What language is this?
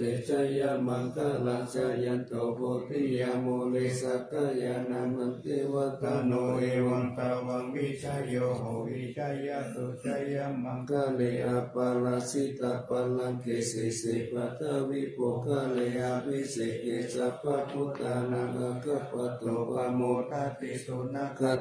Pali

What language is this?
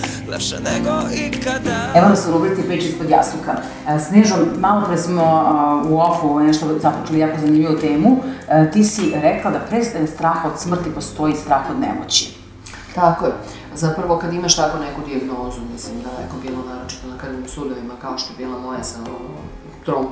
Serbian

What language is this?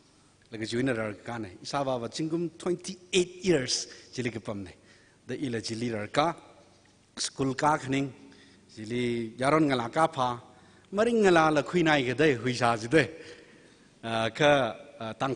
Tangkhul Naga (India)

